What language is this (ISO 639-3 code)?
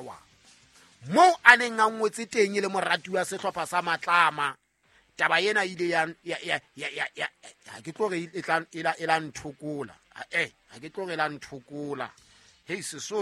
sot